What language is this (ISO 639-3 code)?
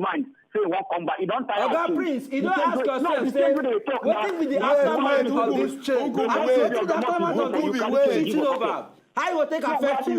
pcm